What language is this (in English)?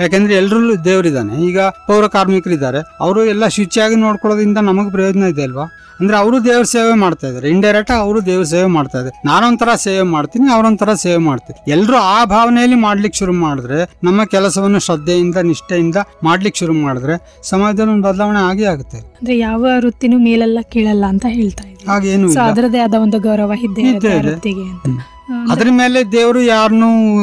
Kannada